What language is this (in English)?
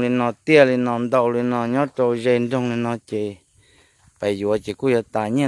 Hmong